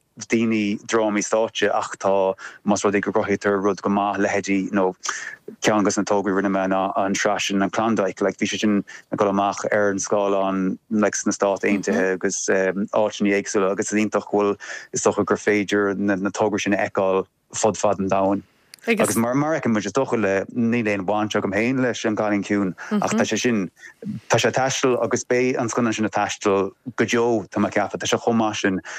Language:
Irish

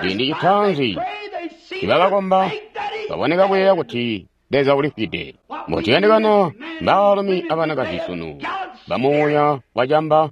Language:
Tonga (Zambia)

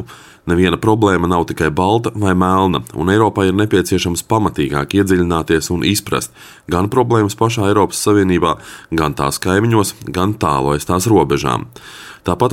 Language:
Latvian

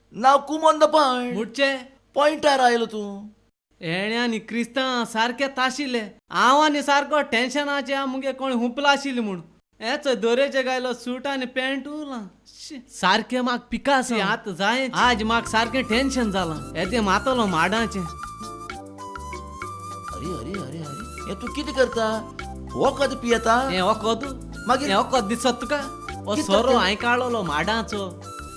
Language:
Konkani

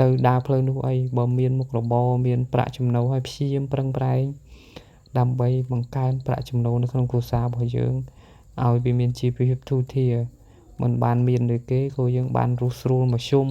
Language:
Khmer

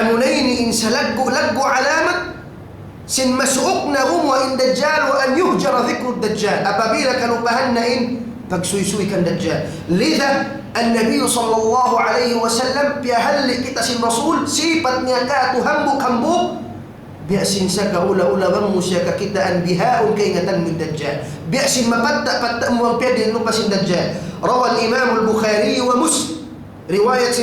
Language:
Tausug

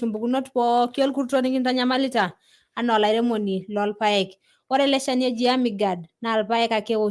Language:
Masai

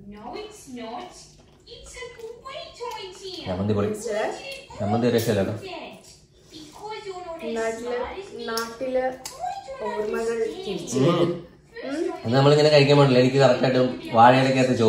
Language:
Malayalam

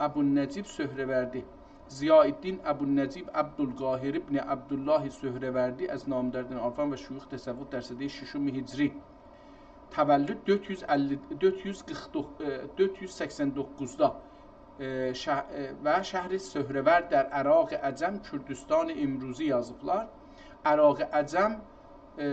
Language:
South Azerbaijani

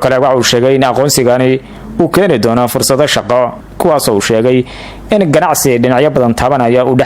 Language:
Somali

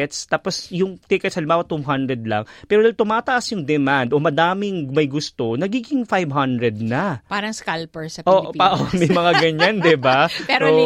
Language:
Filipino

